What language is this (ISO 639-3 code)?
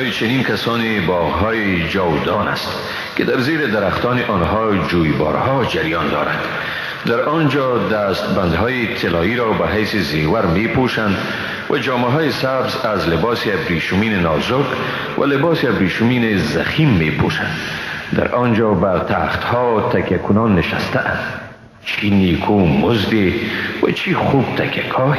fas